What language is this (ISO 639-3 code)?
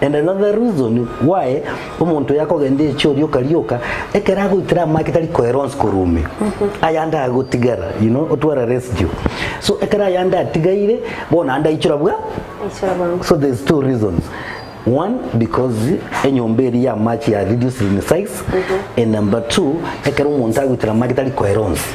guz